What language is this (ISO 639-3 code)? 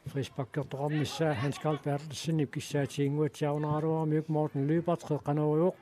kal